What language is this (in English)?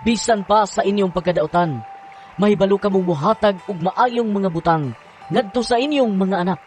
Cebuano